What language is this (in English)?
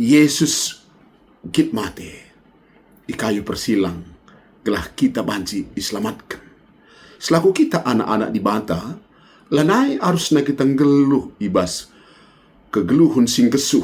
Batak Karo